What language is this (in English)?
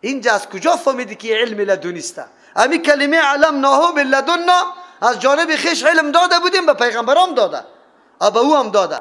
Persian